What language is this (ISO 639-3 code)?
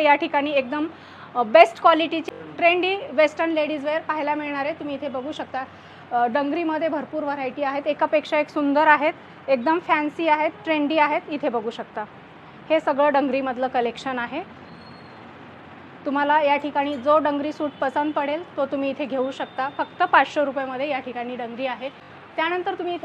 mar